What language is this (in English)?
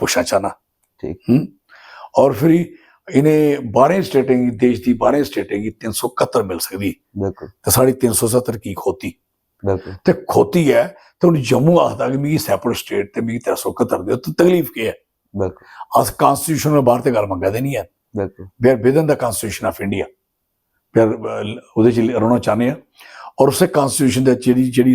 Dogri